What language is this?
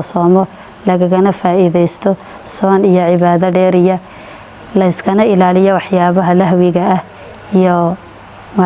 Somali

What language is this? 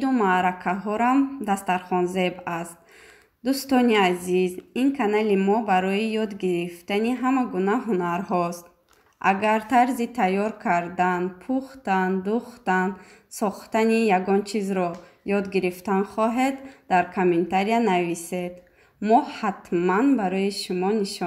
Tajik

